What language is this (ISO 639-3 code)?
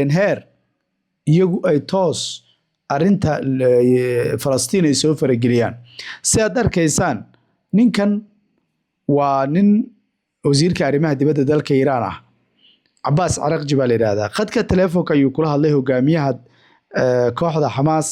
som